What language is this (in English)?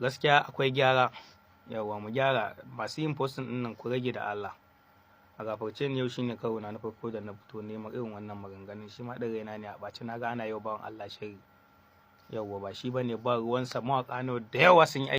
Hausa